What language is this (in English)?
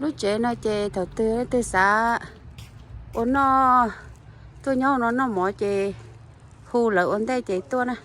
Hmong